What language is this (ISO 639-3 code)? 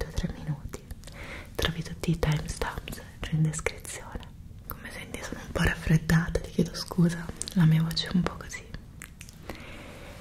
ita